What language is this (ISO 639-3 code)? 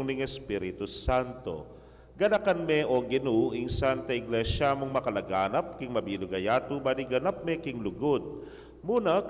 pam